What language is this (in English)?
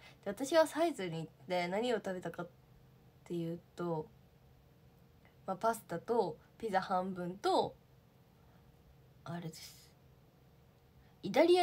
Japanese